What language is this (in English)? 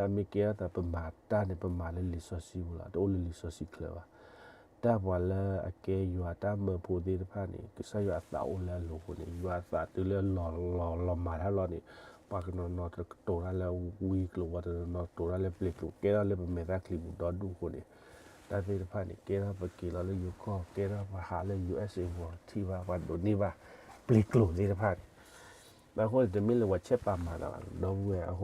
S'gaw Karen